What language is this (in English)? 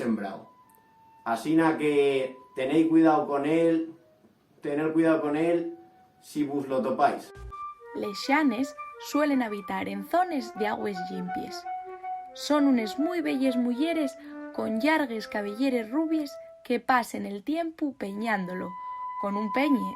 Asturian